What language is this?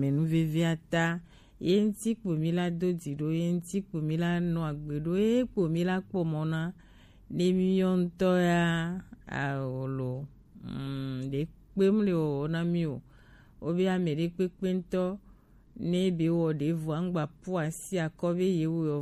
Gen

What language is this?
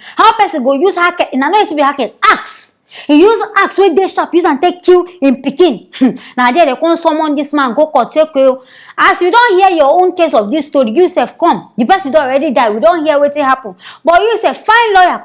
Nigerian Pidgin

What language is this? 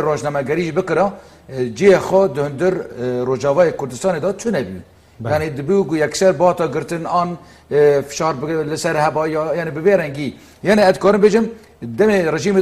Kurdish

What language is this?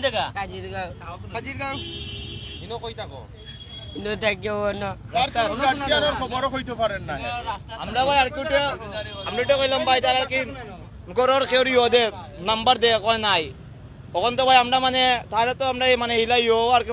Sylheti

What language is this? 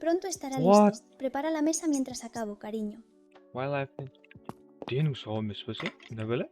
Kara-Kalpak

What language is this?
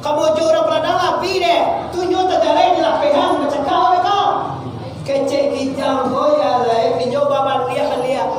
Minangkabau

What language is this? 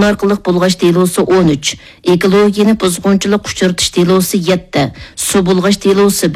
Uyghur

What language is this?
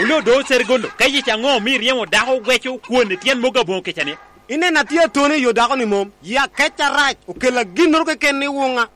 Lango (Uganda)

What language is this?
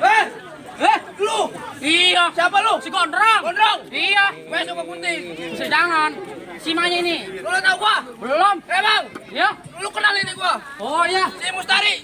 Betawi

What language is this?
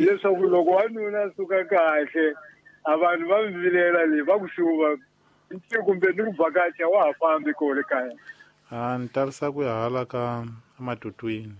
Tsonga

